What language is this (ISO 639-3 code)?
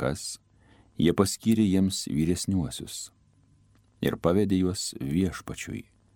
lit